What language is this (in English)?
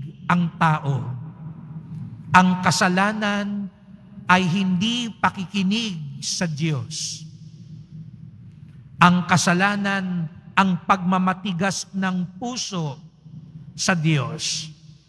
Filipino